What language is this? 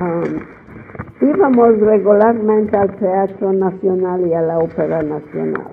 Ladino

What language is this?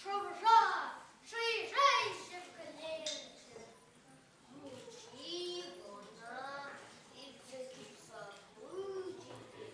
Chuvash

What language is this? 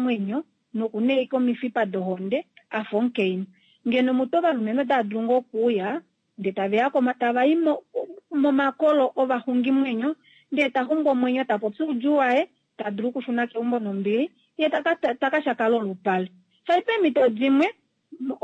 Kuanyama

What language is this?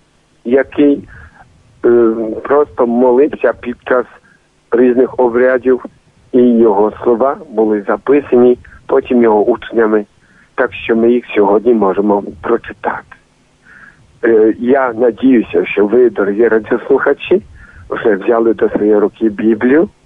Ukrainian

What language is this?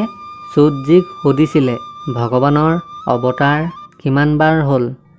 Assamese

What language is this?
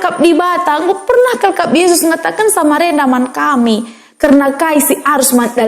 Batak Karo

